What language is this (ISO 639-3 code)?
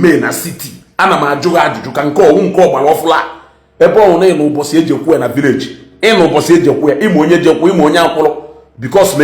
ibo